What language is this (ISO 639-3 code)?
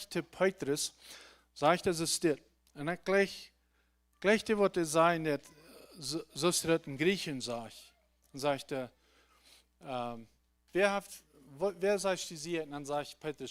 pdt